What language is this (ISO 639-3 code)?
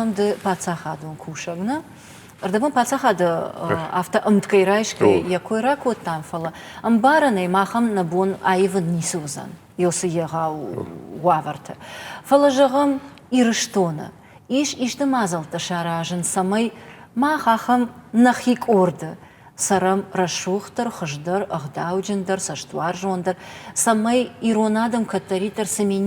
oss